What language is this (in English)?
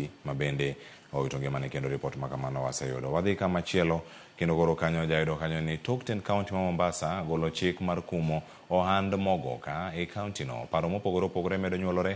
Luo (Kenya and Tanzania)